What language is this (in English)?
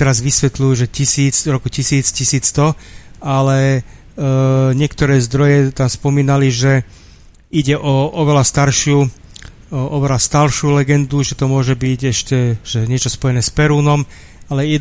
Slovak